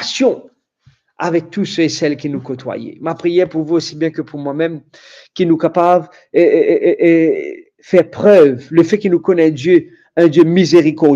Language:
Morisyen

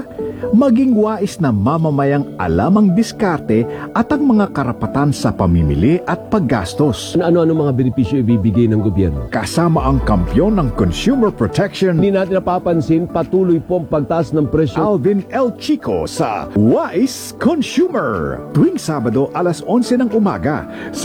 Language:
Filipino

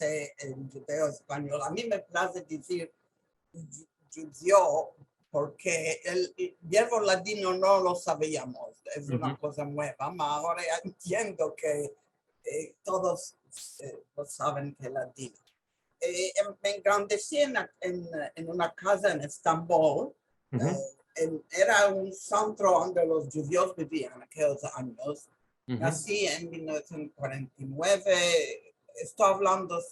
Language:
Ladino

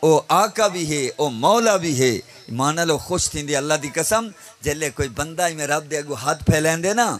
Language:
Saraiki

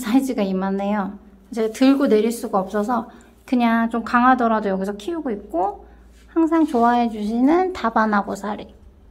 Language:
Korean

